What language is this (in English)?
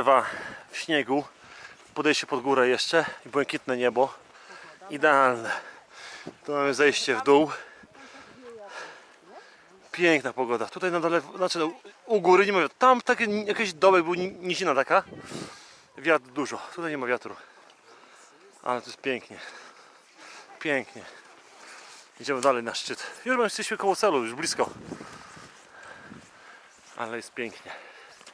Polish